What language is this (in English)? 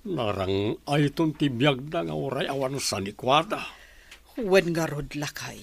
Iloko